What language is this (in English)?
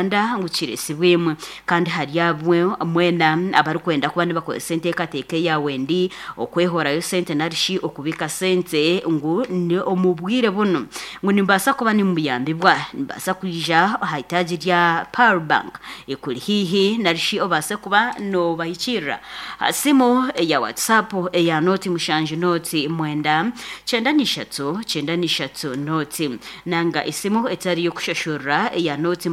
Nyankole